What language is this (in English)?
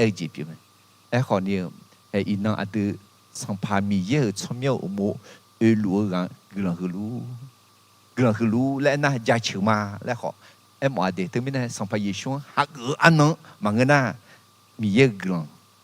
Akha